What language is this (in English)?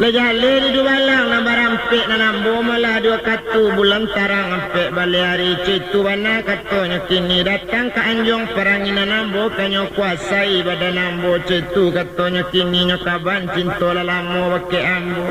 Minangkabau